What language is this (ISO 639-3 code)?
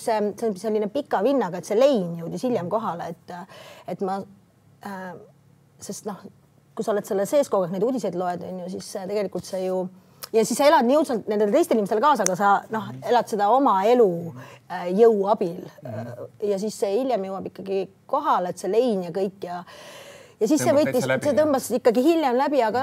est